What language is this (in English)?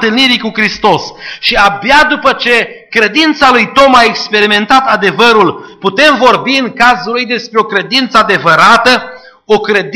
Romanian